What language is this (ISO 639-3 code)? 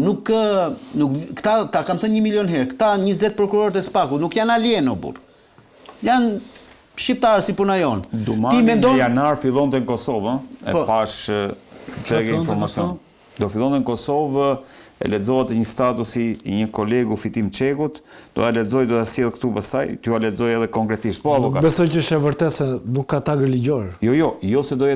sqi